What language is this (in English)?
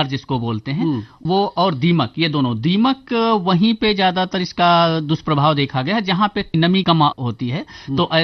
Hindi